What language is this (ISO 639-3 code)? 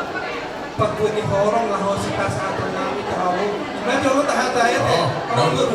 bbc